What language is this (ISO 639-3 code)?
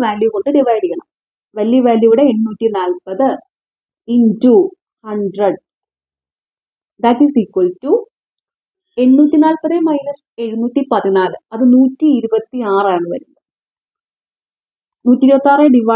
mal